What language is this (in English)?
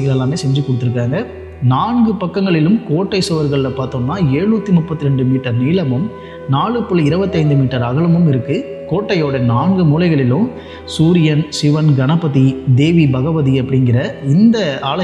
Tamil